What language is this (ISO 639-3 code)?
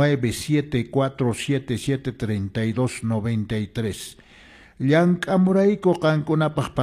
que